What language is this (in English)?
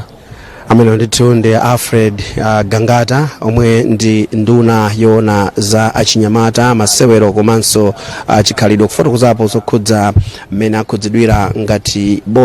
Nyanja